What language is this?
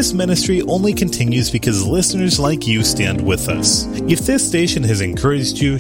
English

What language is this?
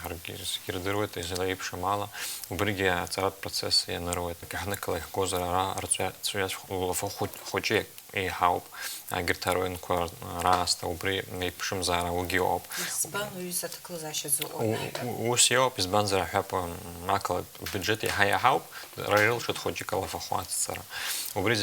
Abkhazian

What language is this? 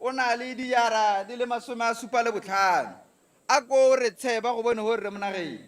Tswana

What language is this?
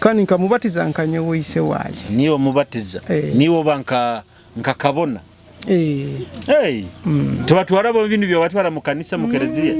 Nyoro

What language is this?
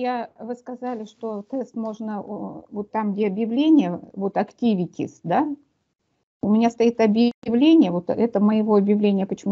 Russian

